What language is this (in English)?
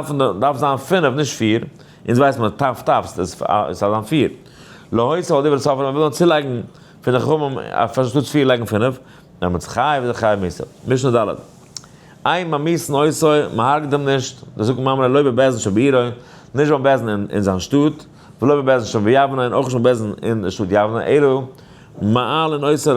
Yiddish